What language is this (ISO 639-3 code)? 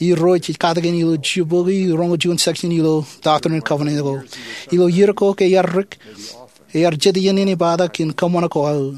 mah